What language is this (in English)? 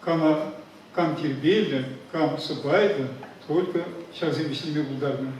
Chuvash